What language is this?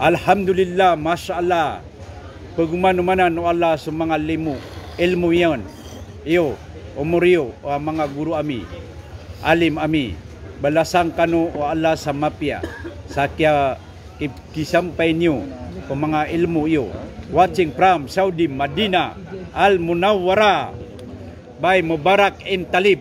Maranao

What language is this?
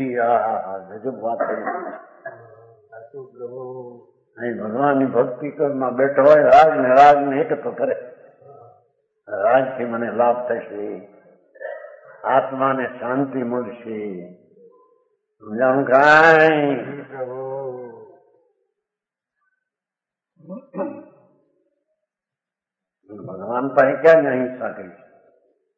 Gujarati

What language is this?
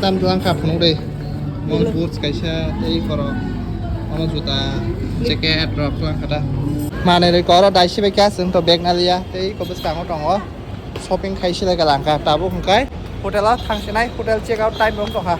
Kok Borok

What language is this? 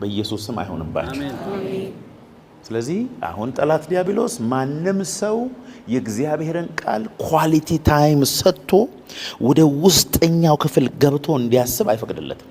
Amharic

